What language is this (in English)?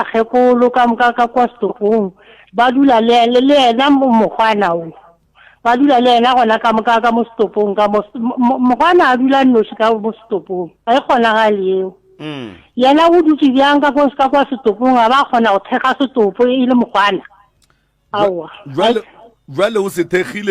Northern Sotho